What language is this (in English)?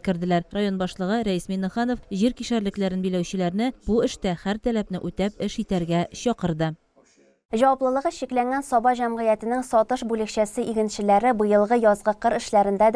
Tatar